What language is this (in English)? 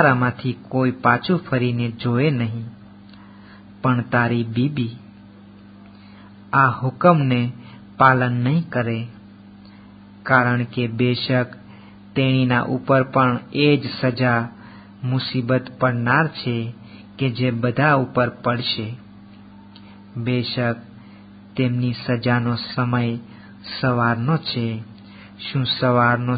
Gujarati